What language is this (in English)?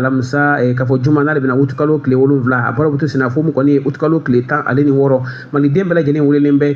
Bambara